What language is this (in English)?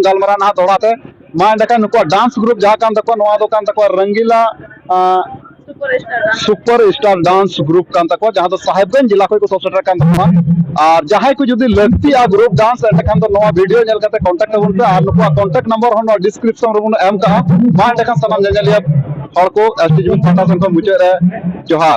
Santali